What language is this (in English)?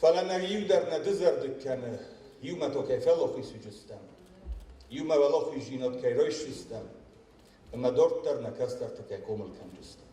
Ossetic